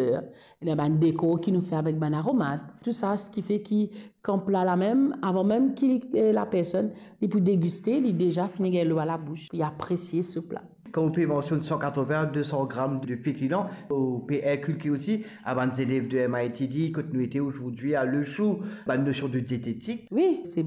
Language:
Morisyen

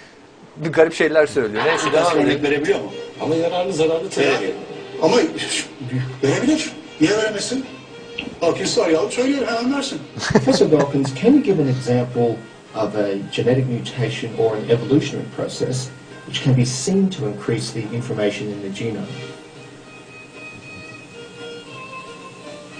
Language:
Turkish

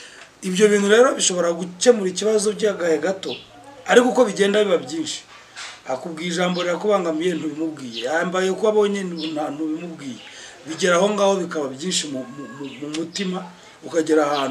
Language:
Kinyarwanda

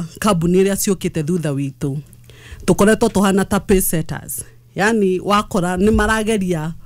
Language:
Kikuyu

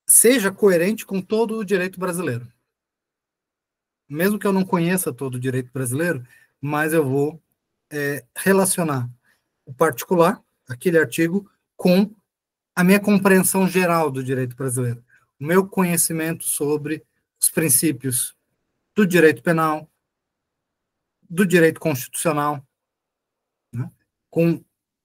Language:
Portuguese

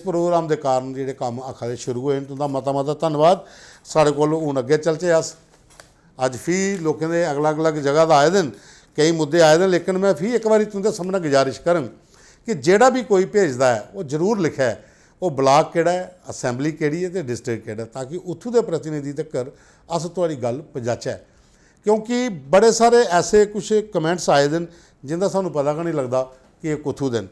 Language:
Dogri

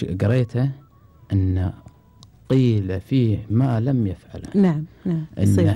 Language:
Gulf Arabic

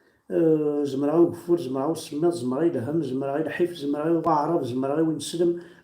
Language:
Kabyle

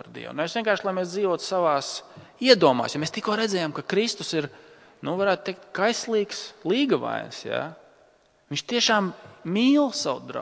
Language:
Latvian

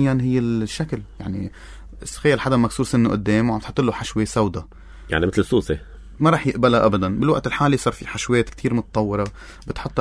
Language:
North Levantine Arabic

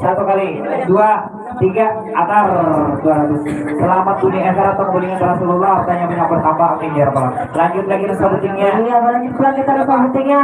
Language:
Banjar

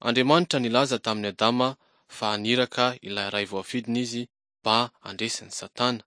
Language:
Malagasy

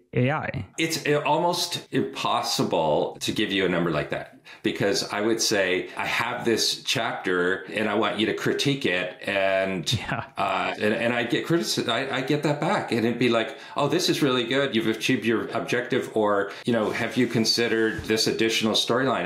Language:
English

